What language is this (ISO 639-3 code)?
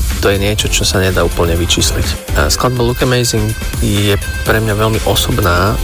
slk